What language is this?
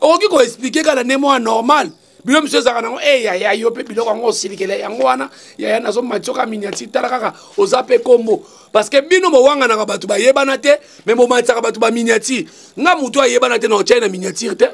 Lingala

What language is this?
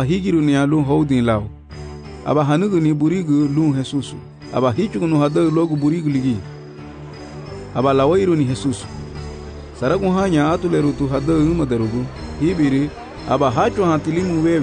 Garifuna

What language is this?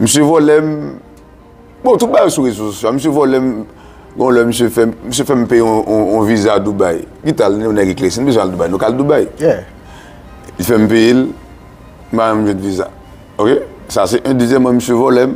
Haitian Creole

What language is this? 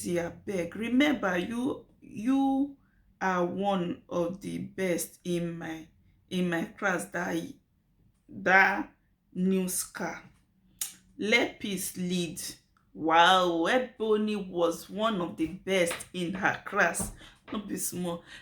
Nigerian Pidgin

